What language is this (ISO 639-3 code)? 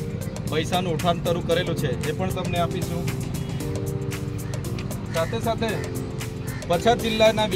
guj